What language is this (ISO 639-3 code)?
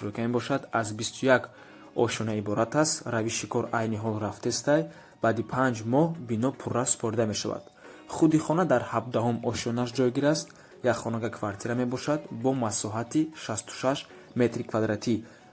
tgk